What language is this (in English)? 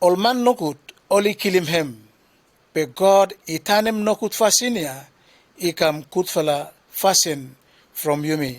Bislama